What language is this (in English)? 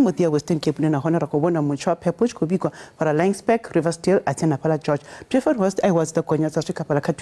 Venda